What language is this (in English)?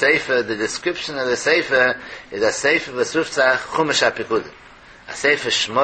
Yiddish